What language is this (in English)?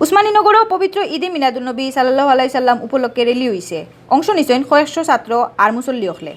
Sylheti